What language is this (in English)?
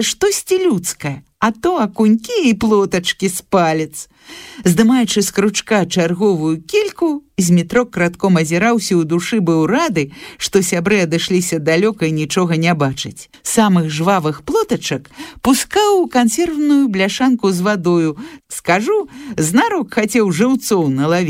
Belarusian